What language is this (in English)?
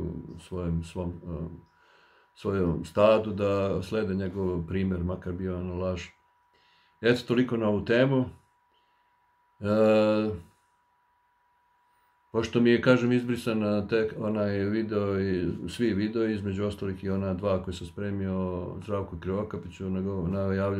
Serbian